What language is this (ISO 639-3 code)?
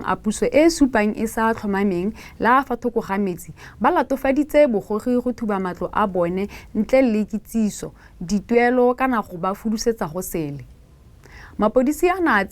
tsn